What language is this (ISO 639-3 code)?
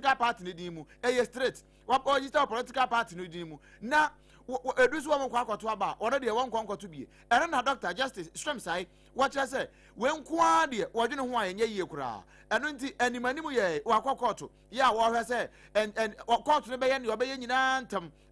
aka